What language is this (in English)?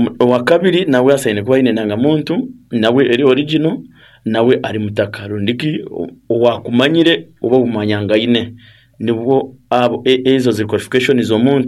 Nyankole